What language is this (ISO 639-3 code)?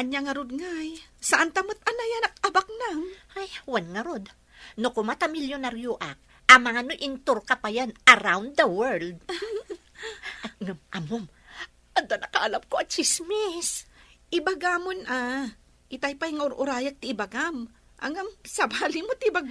ilo